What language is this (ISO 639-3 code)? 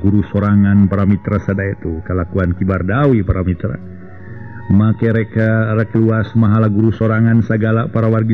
sun